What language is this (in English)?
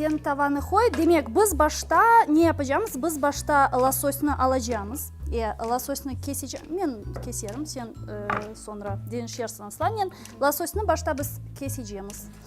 Crimean Tatar